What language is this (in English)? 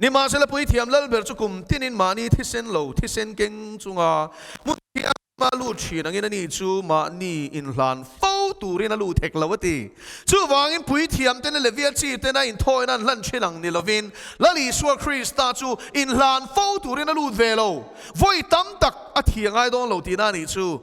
Mizo